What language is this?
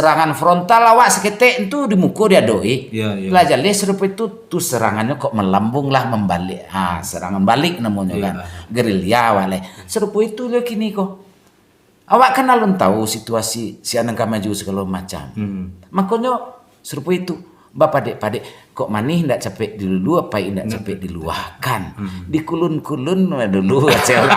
Minangkabau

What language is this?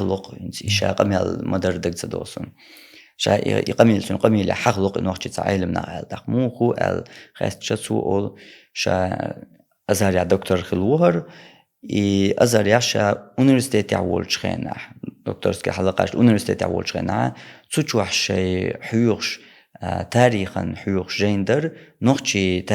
Chechen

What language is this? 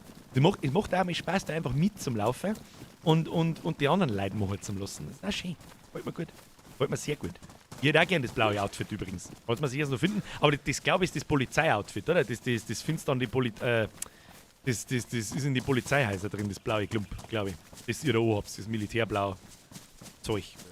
Bavarian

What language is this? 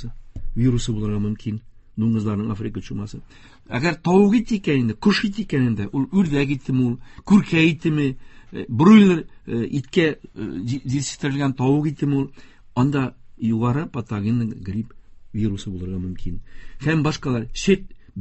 Tatar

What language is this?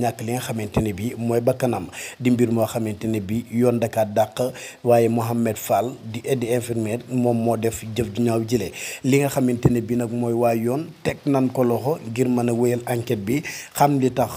Wolof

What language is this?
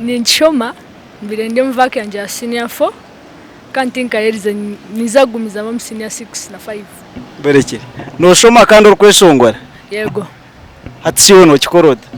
Nyankole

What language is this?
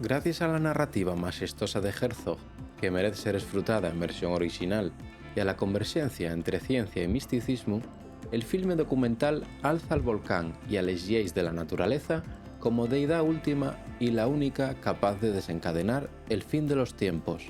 Asturian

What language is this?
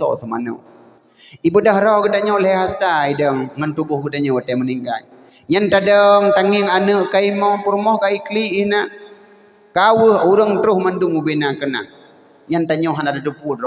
Achinese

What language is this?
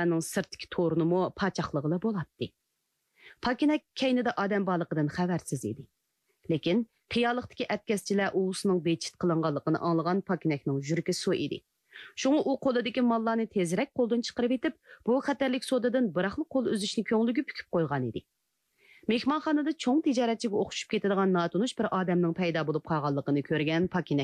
Uyghur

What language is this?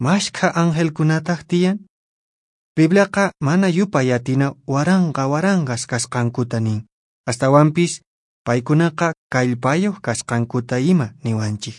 Quechua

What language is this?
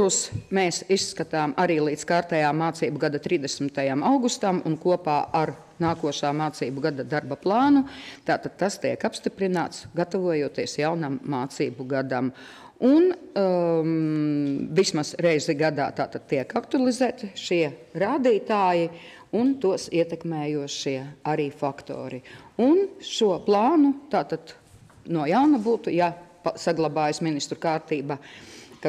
Latvian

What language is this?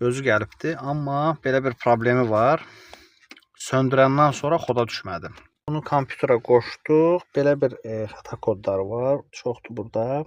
Azerbaijani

